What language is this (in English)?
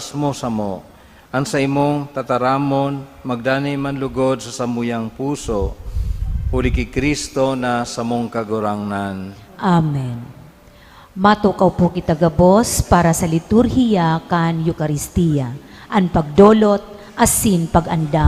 Bikol